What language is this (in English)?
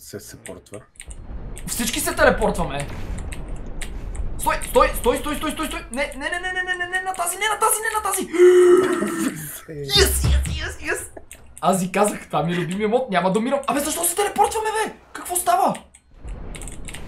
Bulgarian